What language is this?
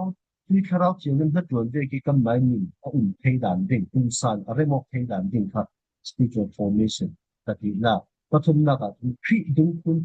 Falam Chin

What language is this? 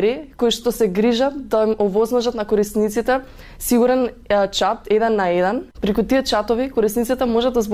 Macedonian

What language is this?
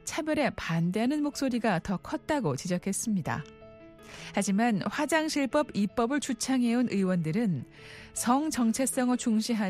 Korean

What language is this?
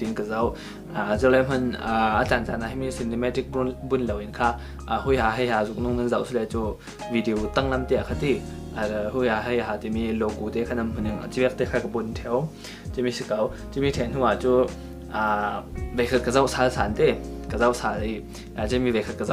Falam Chin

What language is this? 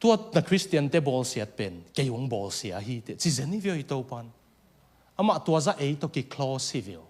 Tedim Chin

